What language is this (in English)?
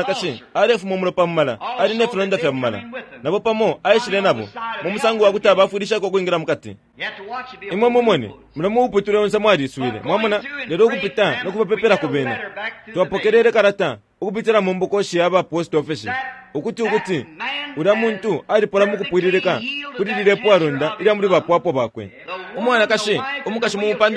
Bemba